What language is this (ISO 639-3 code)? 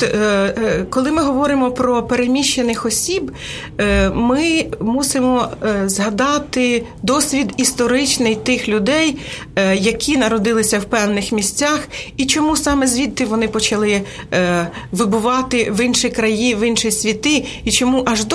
ukr